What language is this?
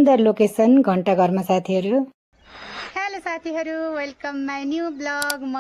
Nepali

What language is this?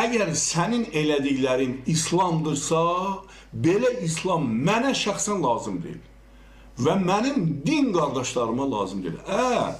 Azerbaijani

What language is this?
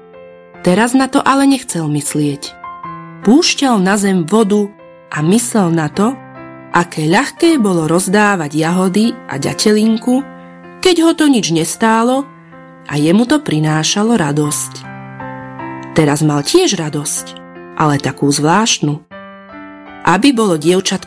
Slovak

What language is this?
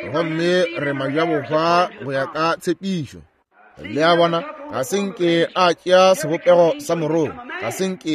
Northern Sotho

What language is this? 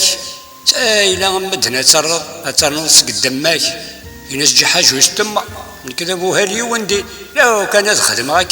Kabyle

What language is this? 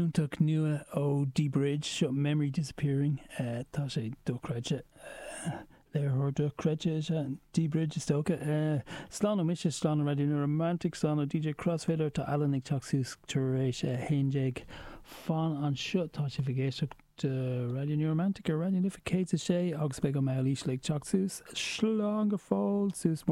Irish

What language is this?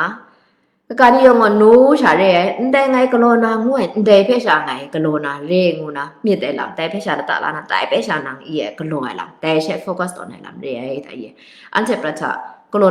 Kachin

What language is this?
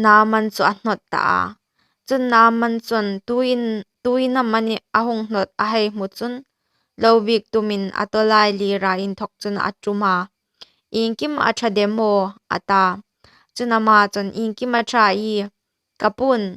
Hmar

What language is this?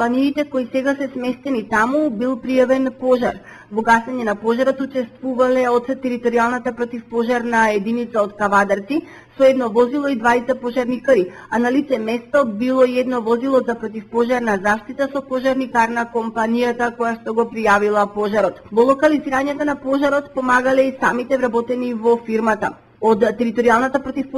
Macedonian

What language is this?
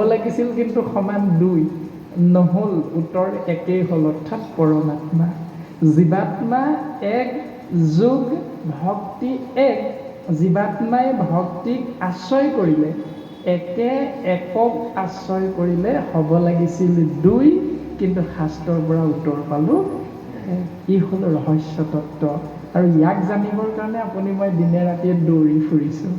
Assamese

